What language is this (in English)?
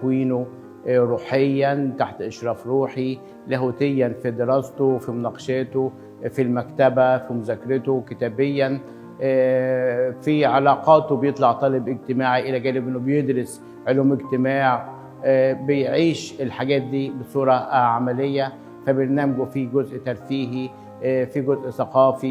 Egyptian Arabic